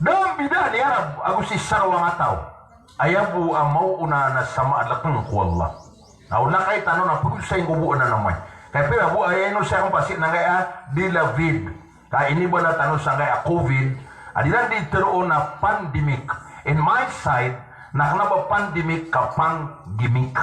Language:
Maranao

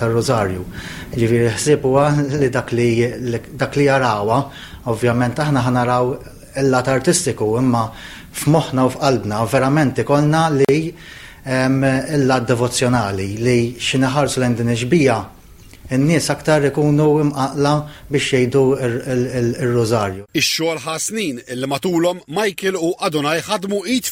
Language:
Maltese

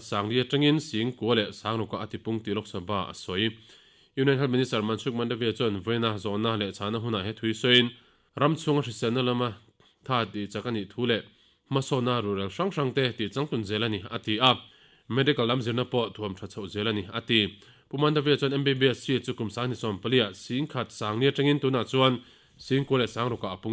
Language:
Mizo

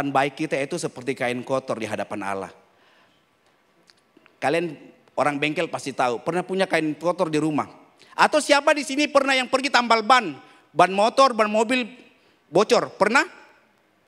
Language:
Indonesian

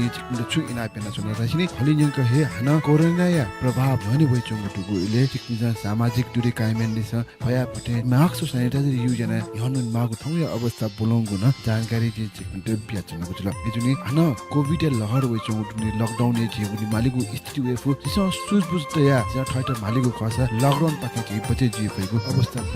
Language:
Newari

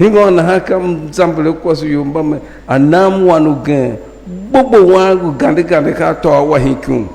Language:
Tiv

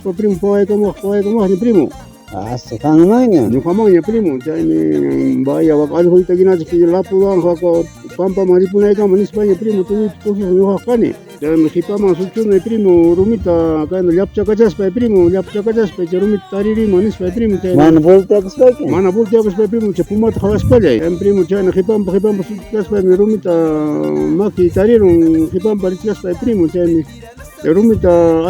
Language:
Ayacucho Quechua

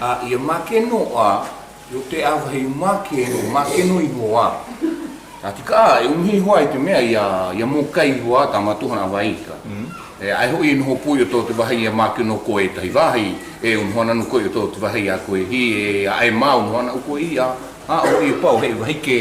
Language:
South Marquesan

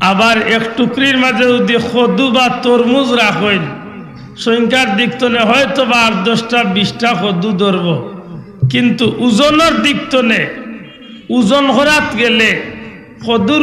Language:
Sylheti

